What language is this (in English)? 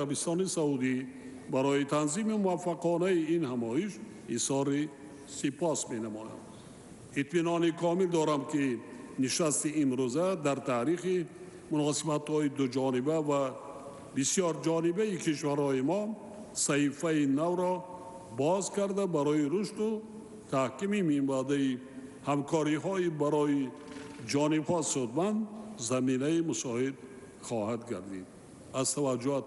Tajik